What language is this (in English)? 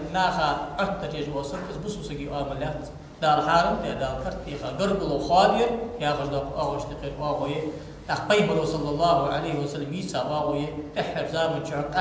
Ingush